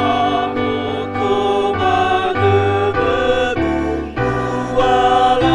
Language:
Nias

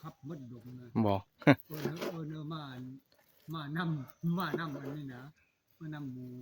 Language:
Northeastern Thai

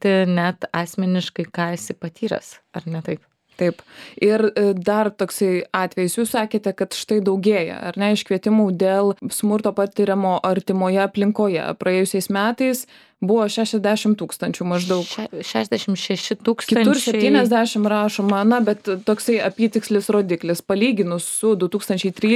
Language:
Lithuanian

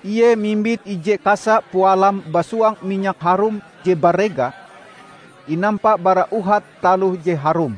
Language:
Ngaju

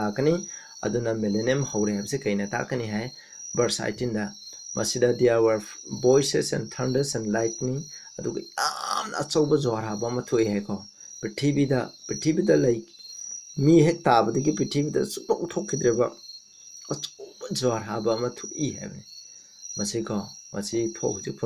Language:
Manipuri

